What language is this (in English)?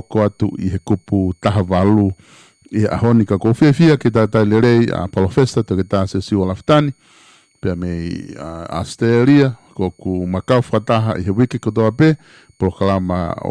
Tongan